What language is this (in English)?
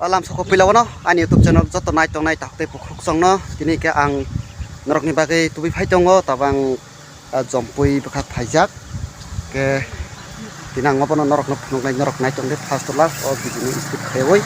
Kok Borok